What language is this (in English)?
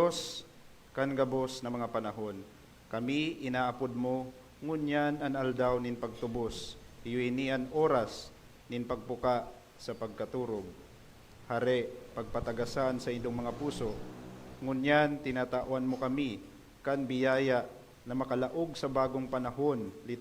Bikol